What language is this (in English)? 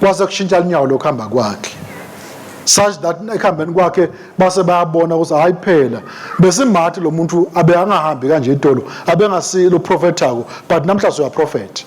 Swati